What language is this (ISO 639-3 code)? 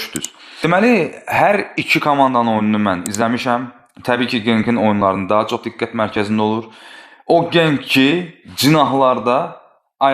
aze